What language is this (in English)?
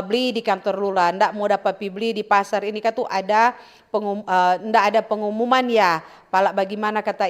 Manado Malay